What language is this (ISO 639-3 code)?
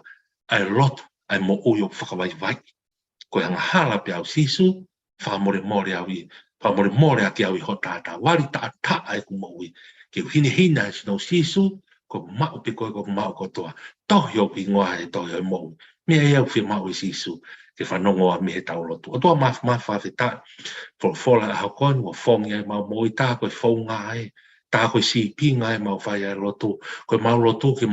ton